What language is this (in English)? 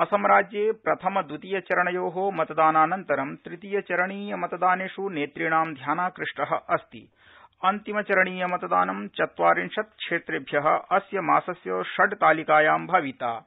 Sanskrit